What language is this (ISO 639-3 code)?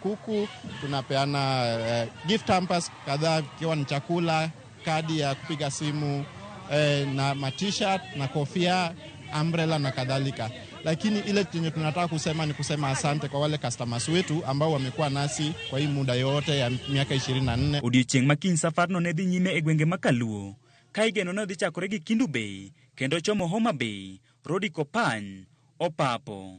luo